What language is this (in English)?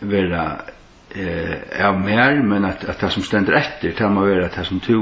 Faroese